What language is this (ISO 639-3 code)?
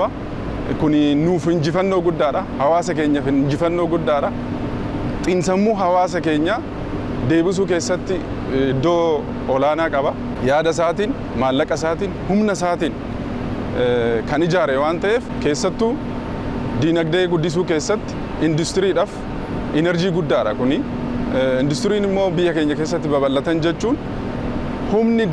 orm